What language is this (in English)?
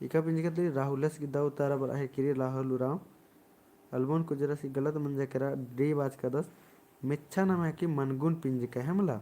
Kurukh